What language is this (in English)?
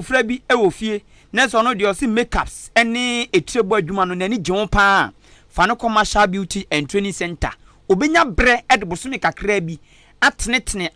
Akan